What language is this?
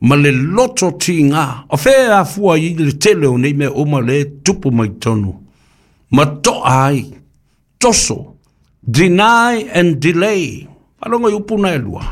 Samoan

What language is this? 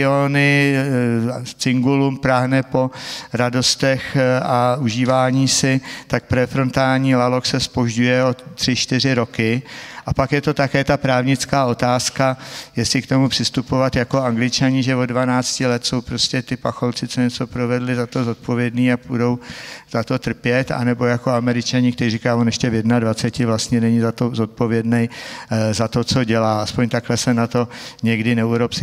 Czech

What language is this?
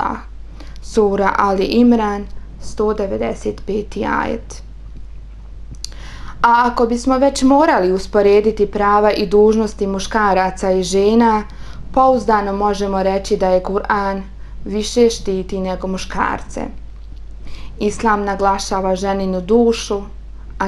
Bosnian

